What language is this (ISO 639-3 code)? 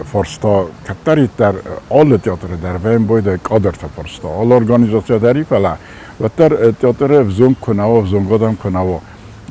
oss